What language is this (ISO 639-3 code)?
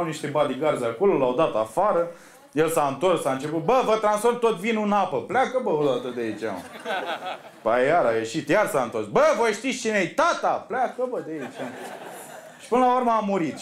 ron